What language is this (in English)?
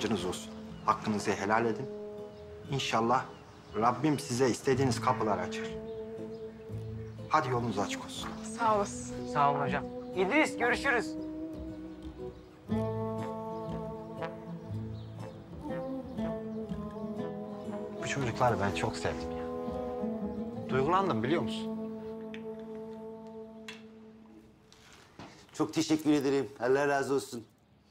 Turkish